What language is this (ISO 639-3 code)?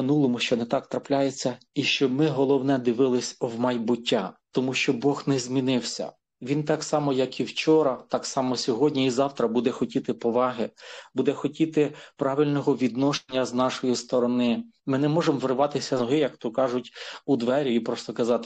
ukr